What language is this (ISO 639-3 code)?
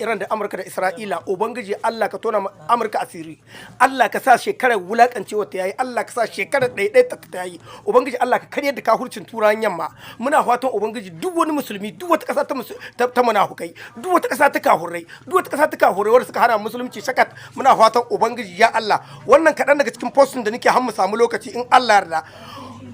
hau